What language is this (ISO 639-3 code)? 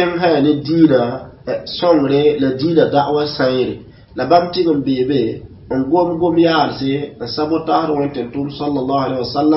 mos